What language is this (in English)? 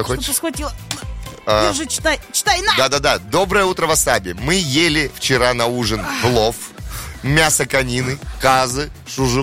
Russian